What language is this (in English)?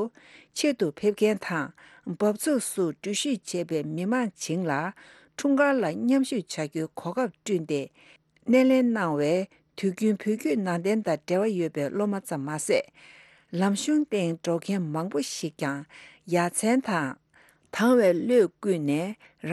Tibetan